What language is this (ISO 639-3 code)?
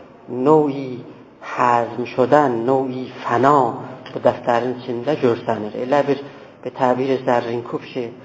azb